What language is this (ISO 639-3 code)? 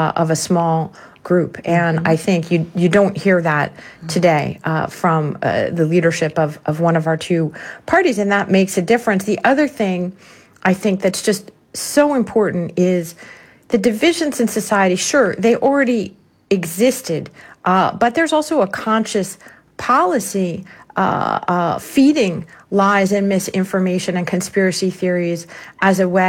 eng